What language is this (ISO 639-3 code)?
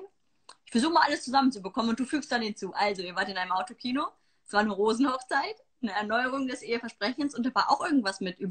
deu